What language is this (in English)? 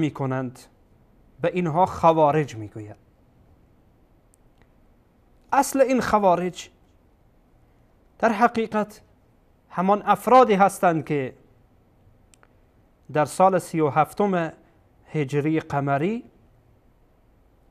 Persian